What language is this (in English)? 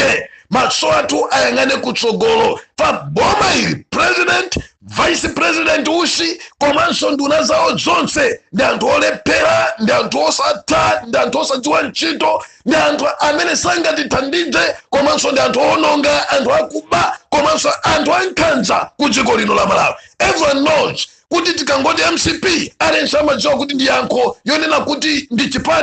Nyanja